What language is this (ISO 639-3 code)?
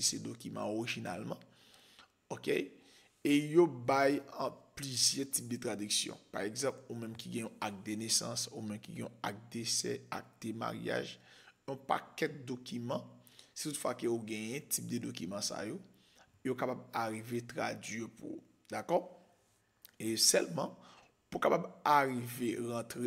hat